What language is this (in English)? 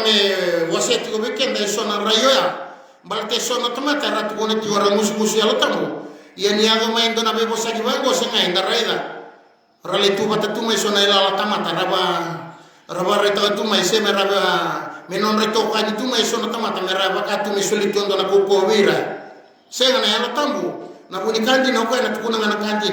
Fijian